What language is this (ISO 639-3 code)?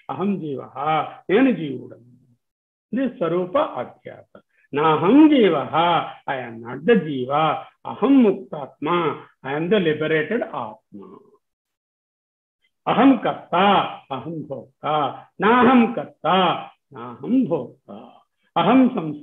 tel